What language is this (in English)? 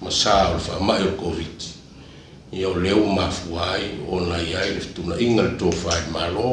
Samoan